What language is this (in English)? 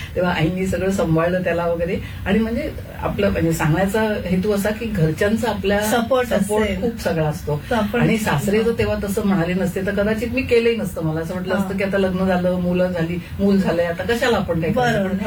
Marathi